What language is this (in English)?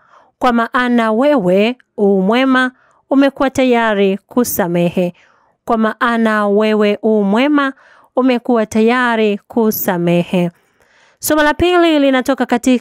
Swahili